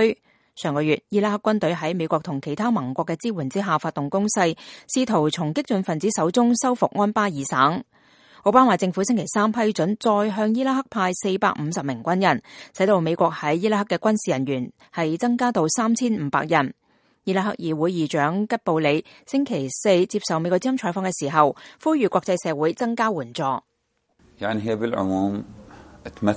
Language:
Cantonese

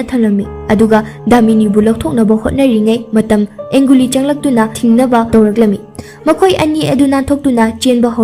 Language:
Manipuri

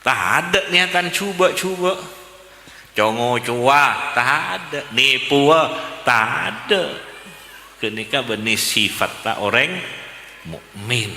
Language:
Madurese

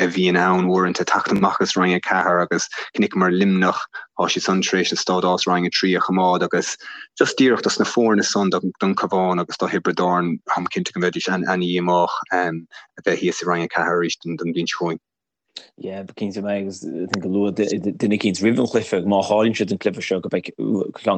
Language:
Irish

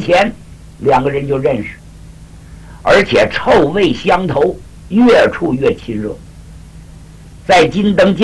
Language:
Chinese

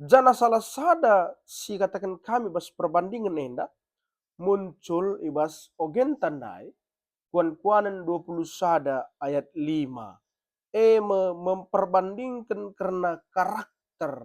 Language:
Batak Karo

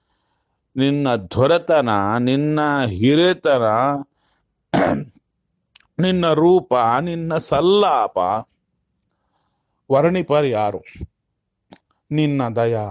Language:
Kannada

